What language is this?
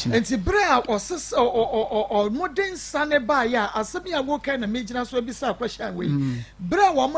Akan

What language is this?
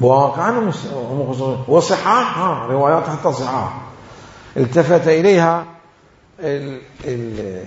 Mesopotamian Arabic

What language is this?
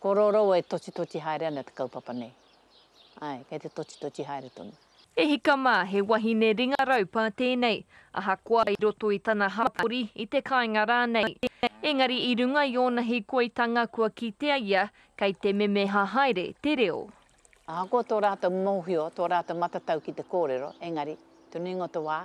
Māori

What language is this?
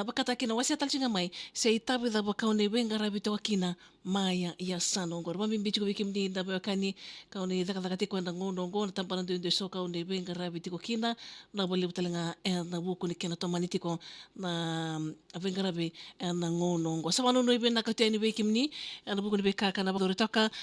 Fijian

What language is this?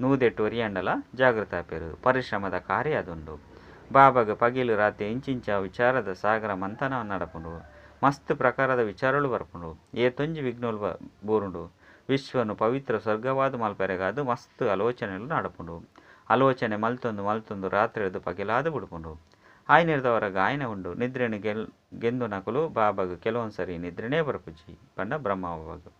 Tulu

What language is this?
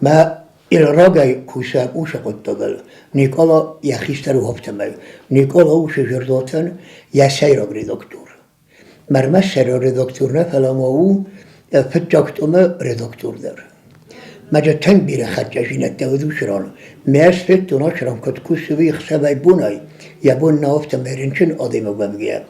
Ossetic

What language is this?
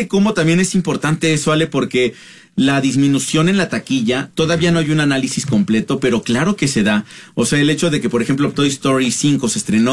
Spanish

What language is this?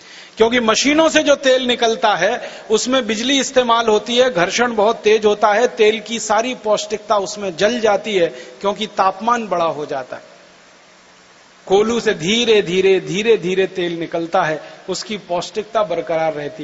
Hindi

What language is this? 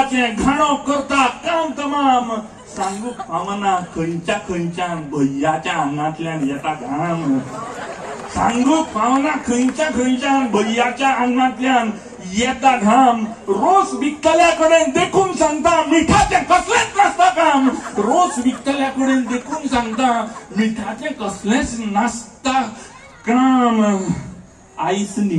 Konkani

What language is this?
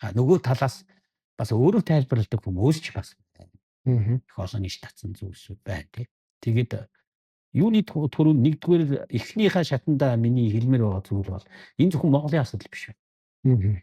Mongolian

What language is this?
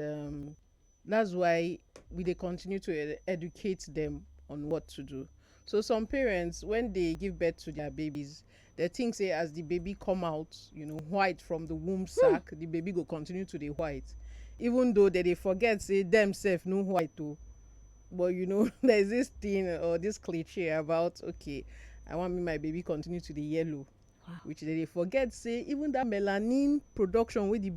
Nigerian Pidgin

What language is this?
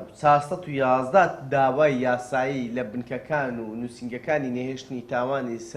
Central Kurdish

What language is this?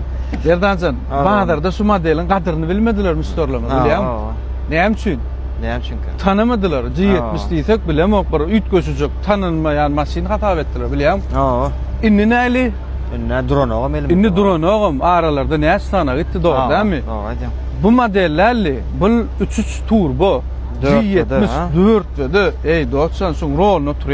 Turkmen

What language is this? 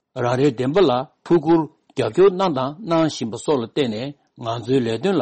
Tibetan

